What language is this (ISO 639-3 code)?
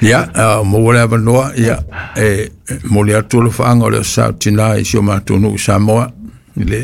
smo